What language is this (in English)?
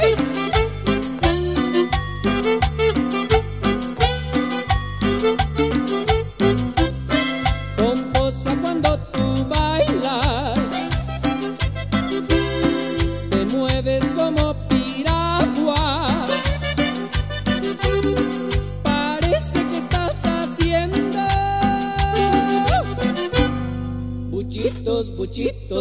Spanish